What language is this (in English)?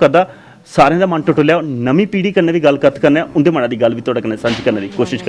Dogri